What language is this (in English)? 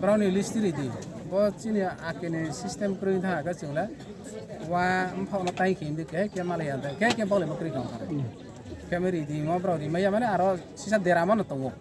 Riang (India)